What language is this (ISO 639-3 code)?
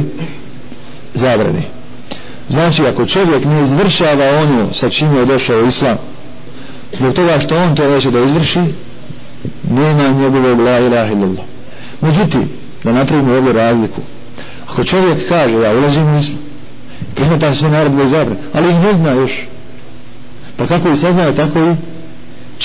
bos